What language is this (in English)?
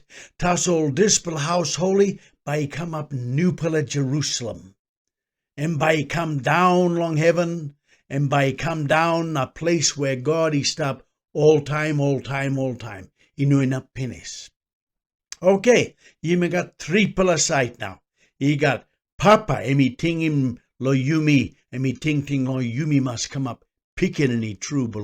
Tok Pisin